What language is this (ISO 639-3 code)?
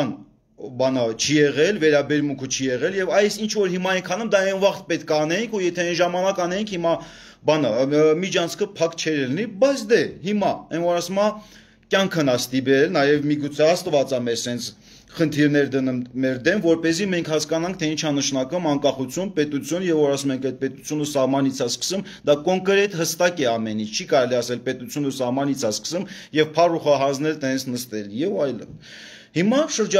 hye